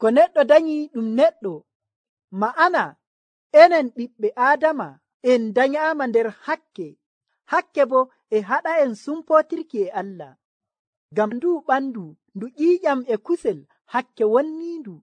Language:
Nigerian Fulfulde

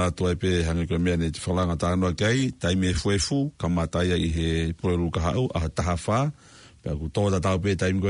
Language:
Tongan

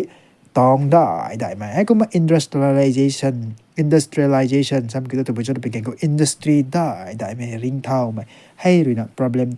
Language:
Rongmei Naga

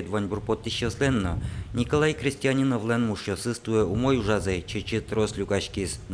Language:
Udmurt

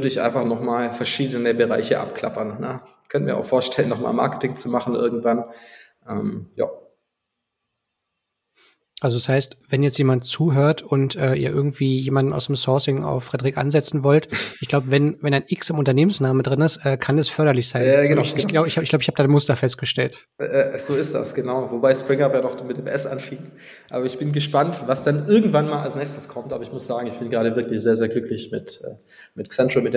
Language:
German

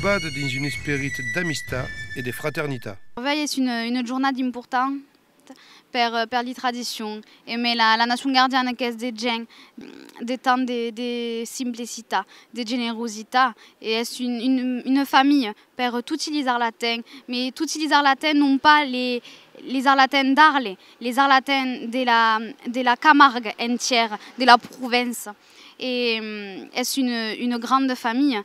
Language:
Occitan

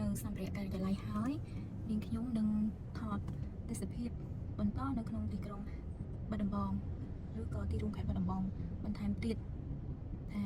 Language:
Khmer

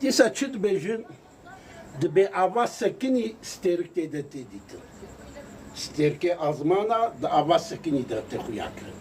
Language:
Kurdish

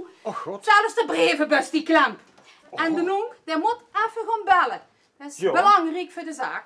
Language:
Limburgish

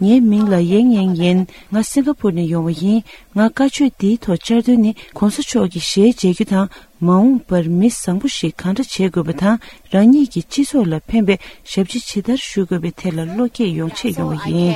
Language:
Tibetan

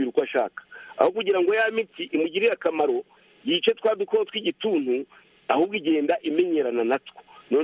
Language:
Kinyarwanda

